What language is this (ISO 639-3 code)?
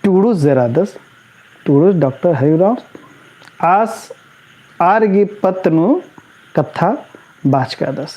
kru